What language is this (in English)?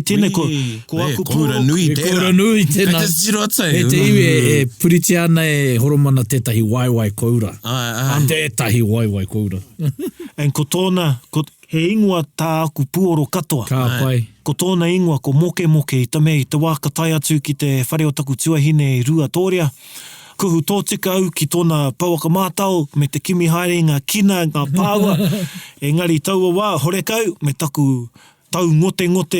Māori